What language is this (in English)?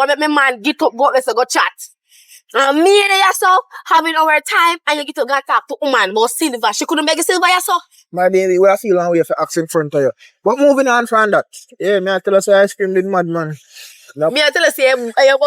Jamaican Creole English